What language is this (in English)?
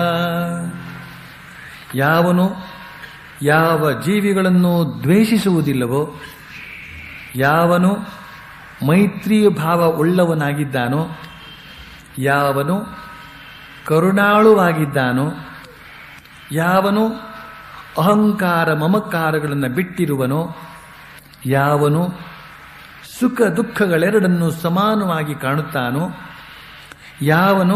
Kannada